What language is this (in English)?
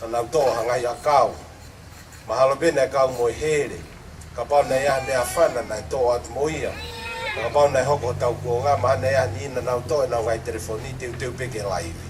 Tongan